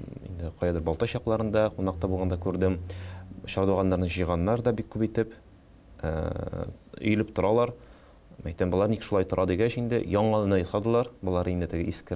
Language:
Tatar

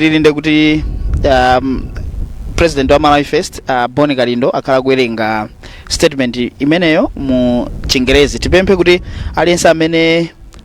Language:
Nyanja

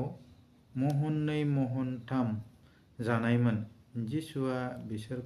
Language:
Bodo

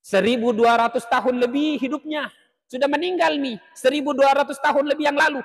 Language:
Buginese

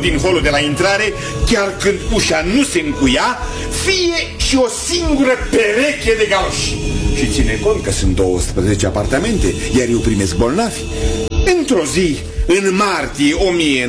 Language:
Romanian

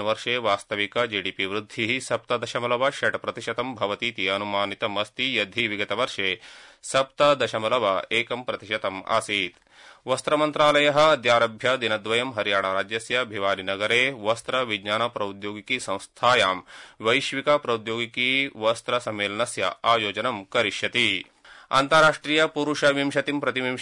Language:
Sanskrit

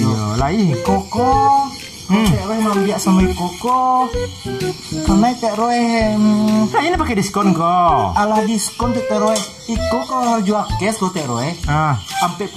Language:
Minangkabau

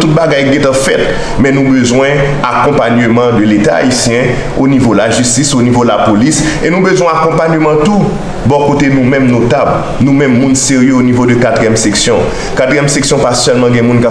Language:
Haitian Creole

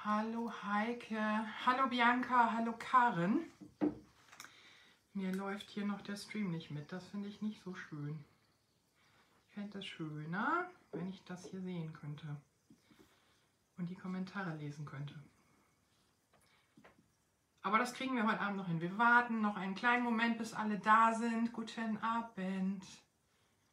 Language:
German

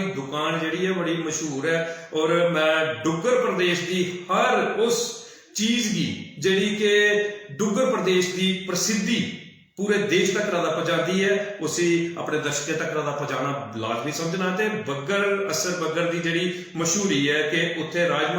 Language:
Dogri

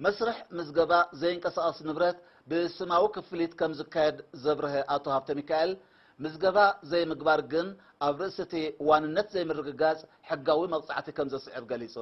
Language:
Tigrinya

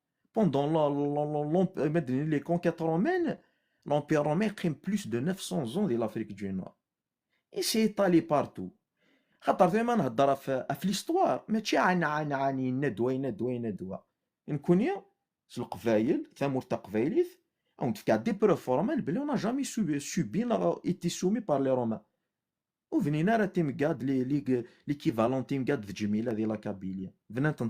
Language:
Kabyle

